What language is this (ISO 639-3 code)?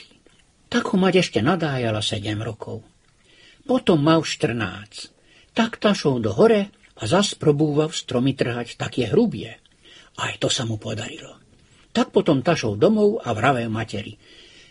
slk